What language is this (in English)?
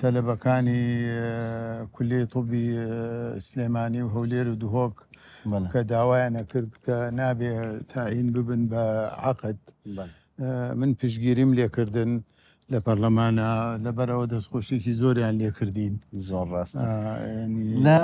Central Kurdish